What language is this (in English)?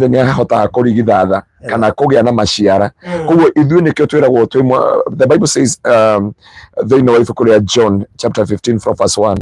Kikuyu